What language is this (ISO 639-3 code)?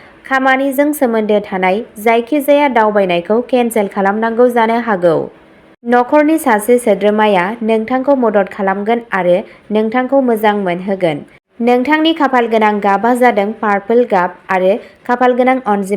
brx